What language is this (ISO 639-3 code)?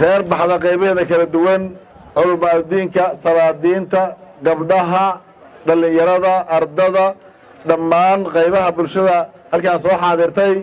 som